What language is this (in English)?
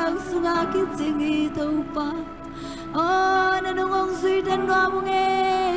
Tedim Chin